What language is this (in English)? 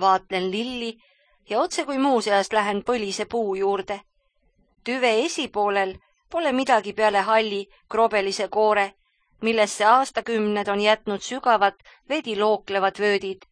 Estonian